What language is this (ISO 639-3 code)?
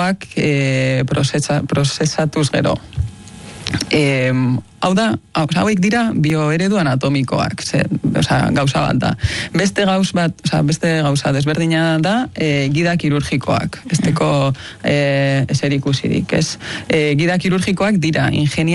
eus